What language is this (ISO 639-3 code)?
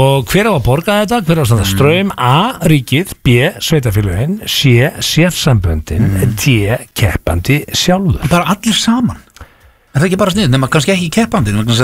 isl